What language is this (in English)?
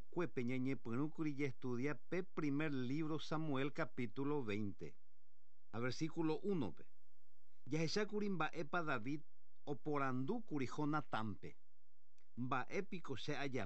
Guarani